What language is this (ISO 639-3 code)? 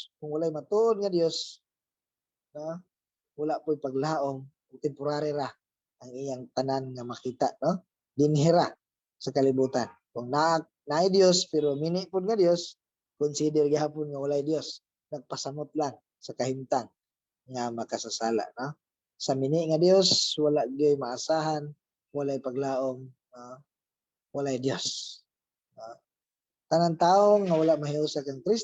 ceb